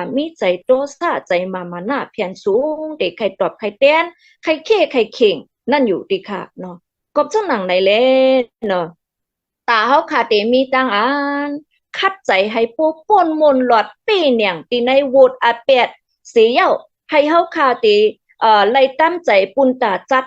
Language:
Shan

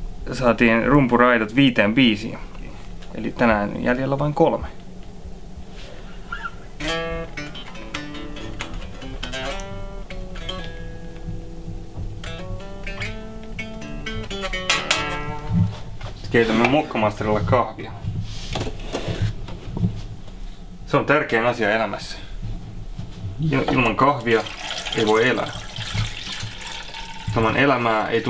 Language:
Finnish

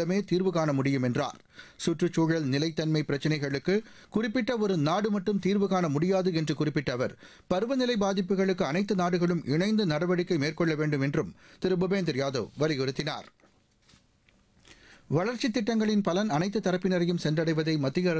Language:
Tamil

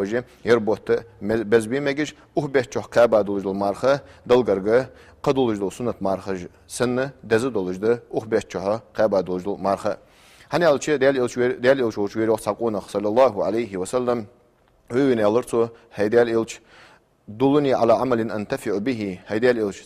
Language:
Ingush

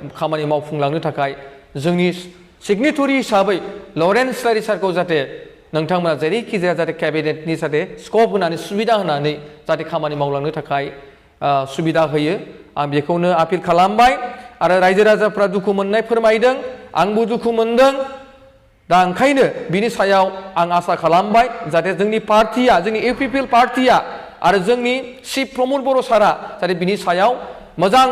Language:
Bodo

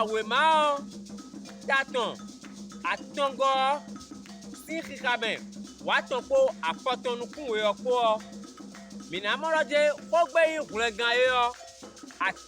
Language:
Fon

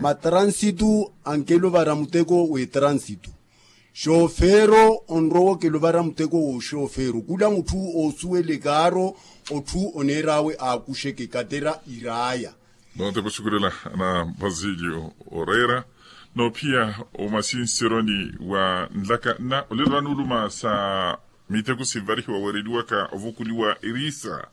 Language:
Makhuwa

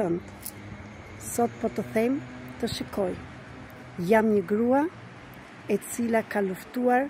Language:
Albanian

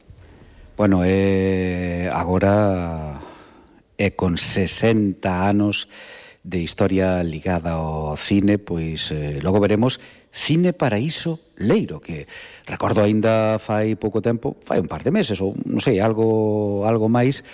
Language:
Galician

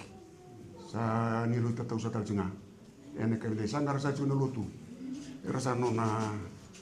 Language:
Fijian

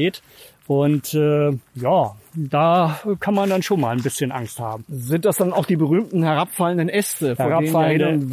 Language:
German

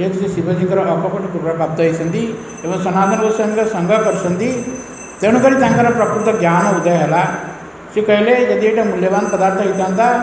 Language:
Odia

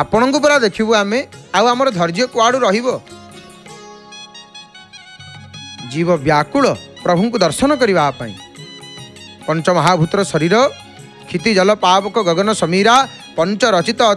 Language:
Odia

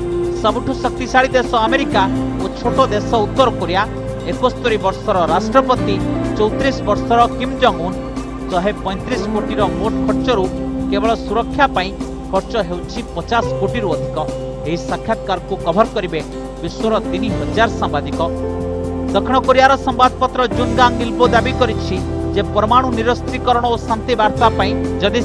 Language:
Odia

